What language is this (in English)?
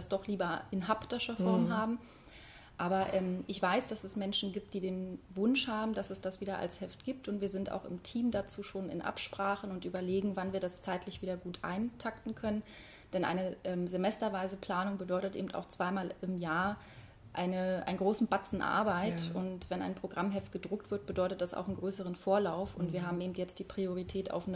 German